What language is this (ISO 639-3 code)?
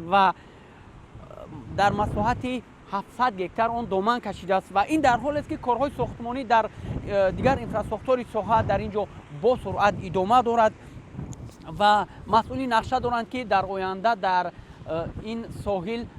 tgk